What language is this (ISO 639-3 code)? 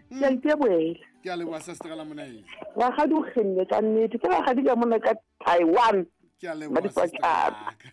sot